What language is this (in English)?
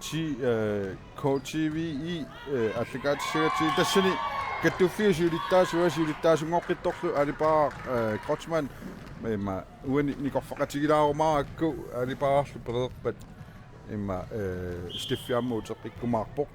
Kalaallisut